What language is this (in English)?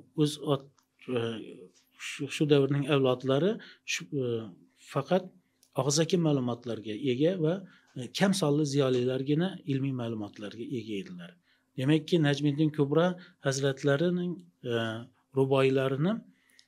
Uzbek